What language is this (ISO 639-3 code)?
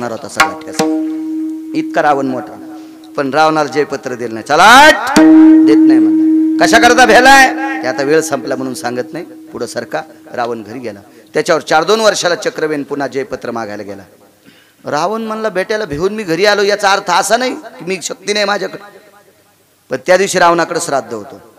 mar